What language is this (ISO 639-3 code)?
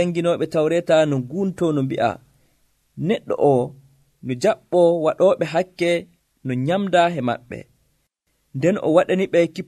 fuv